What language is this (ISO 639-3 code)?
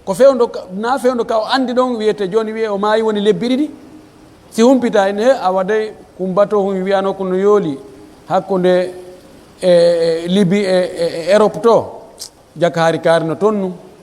fuf